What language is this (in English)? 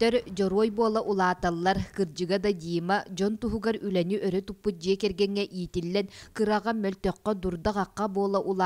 Yakut